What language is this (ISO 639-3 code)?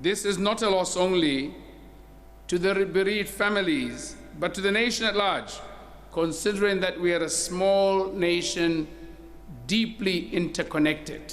tsn